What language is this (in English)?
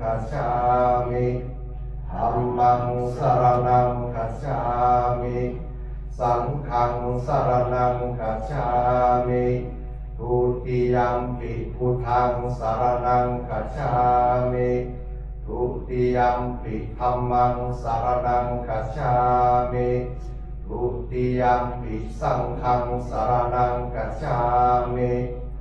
Pali